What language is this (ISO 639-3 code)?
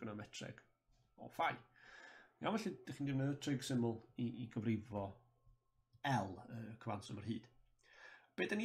cym